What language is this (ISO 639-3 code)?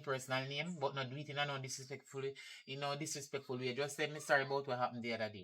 jam